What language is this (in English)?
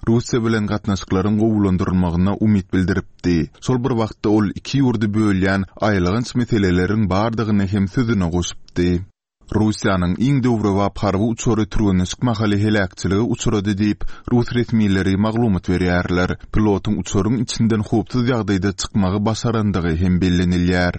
Turkmen